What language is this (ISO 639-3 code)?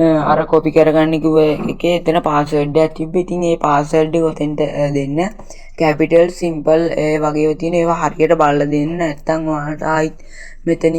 sin